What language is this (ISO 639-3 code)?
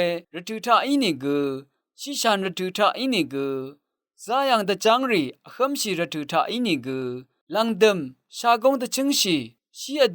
raw